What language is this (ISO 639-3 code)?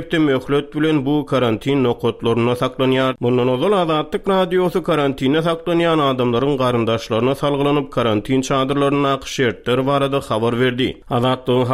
tuk